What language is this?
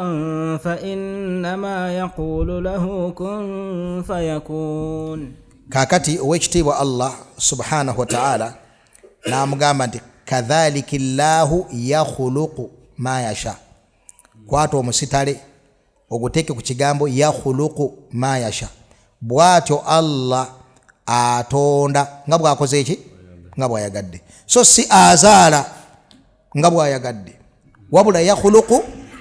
Ganda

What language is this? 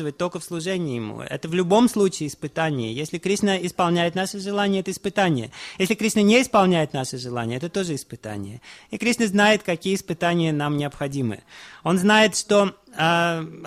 Russian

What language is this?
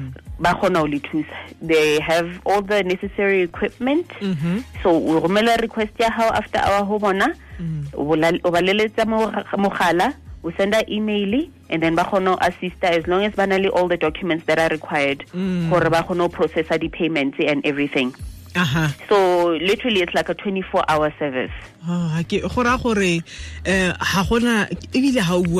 Tswana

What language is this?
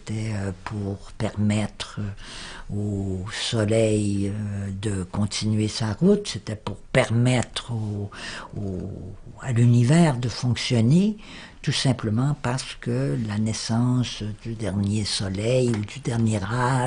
French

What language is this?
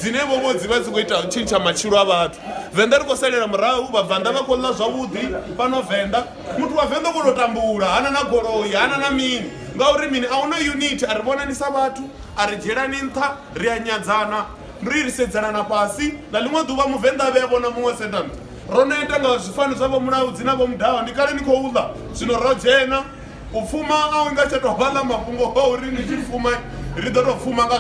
Venda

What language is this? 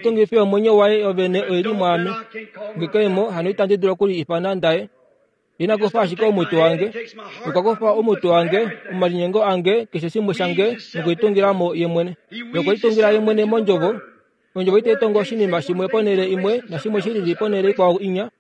Kuanyama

